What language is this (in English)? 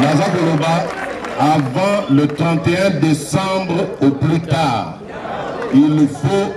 Lingala